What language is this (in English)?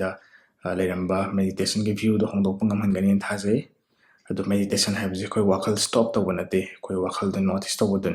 Manipuri